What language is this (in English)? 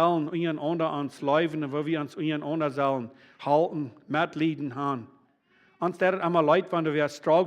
Plautdietsch